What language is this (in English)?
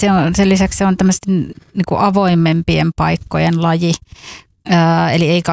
Finnish